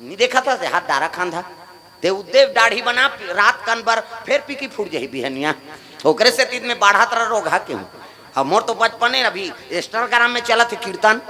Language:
Chhattisgarhi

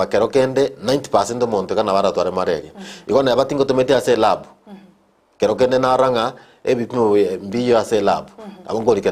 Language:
Gusii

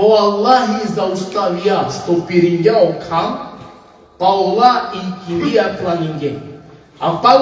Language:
Balkan Romani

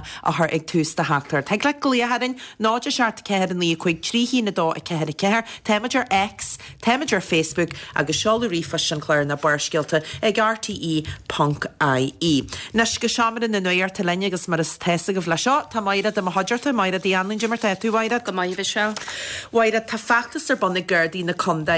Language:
Irish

